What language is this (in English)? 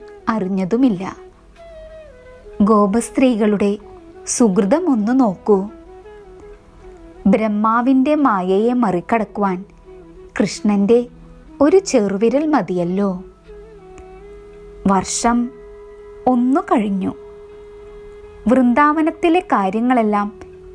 Malayalam